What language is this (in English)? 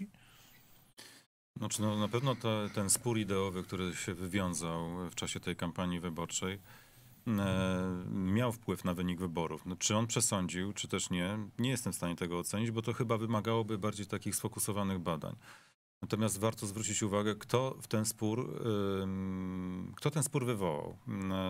Polish